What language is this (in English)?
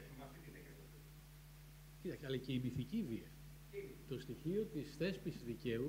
Greek